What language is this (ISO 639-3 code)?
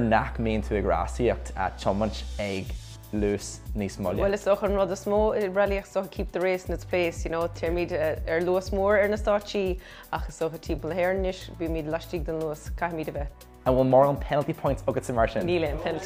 gle